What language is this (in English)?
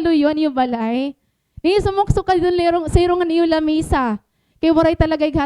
Waray